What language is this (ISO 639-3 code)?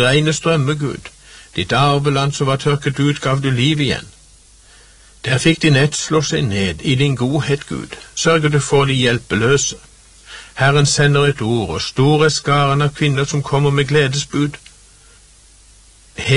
nor